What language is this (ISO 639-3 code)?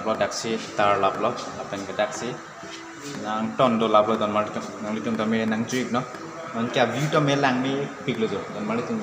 mjw